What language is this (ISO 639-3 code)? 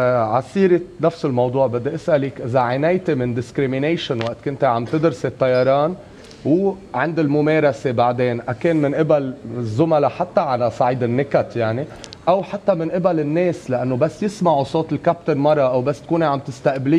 apc